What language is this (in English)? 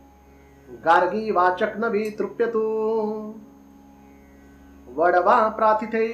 Marathi